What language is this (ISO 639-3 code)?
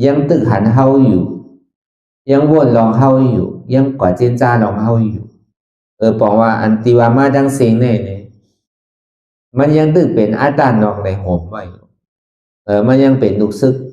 shn